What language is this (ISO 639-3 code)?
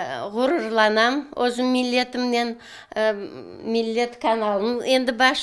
crh